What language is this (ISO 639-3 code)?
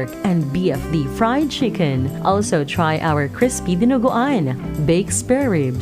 bik